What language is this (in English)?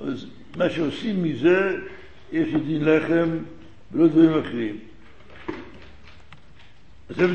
Hebrew